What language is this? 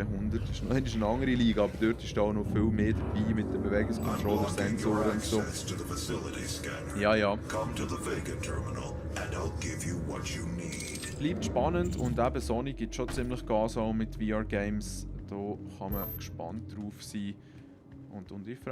Swiss German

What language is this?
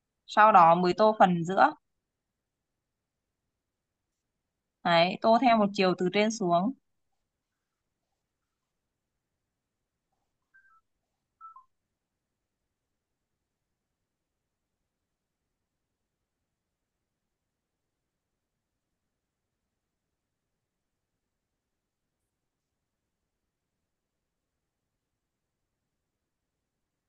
Vietnamese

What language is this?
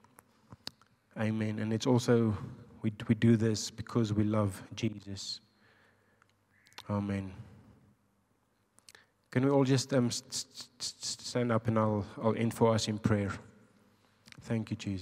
English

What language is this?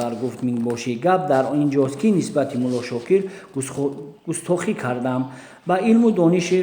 Tajik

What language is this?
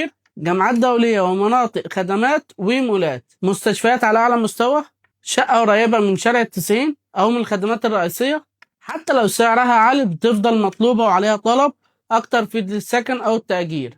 Egyptian Arabic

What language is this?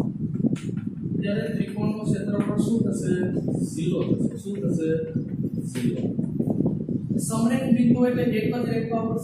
Gujarati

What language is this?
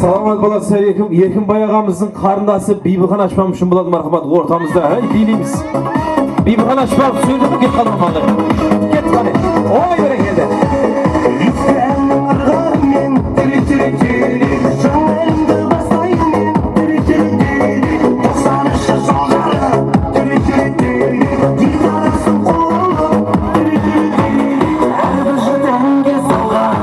Kara-Kalpak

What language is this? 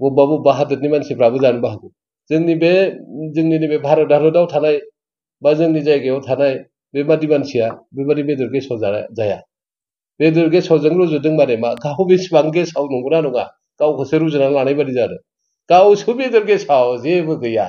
Bodo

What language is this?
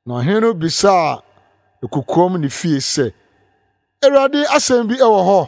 Akan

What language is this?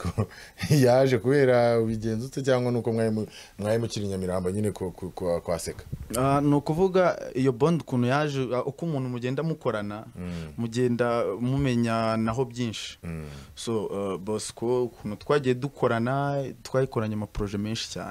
Kinyarwanda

